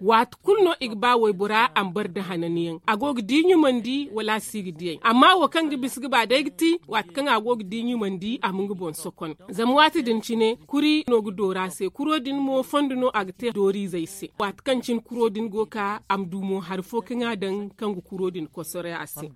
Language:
Zarma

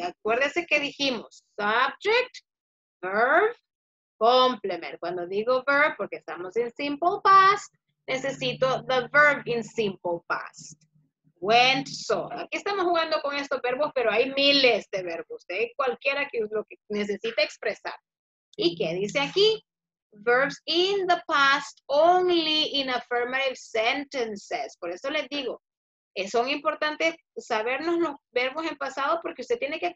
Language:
Spanish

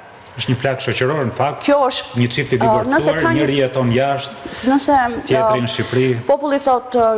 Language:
Albanian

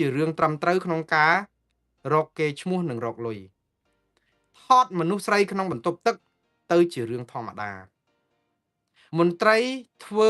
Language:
Khmer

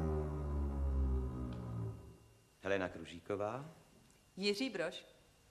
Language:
Czech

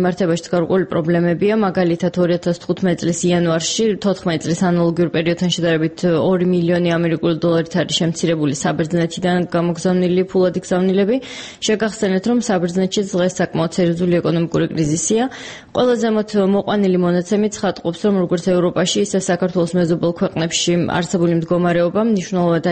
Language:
Georgian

